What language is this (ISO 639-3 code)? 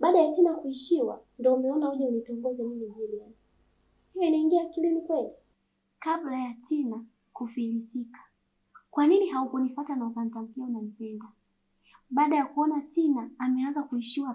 swa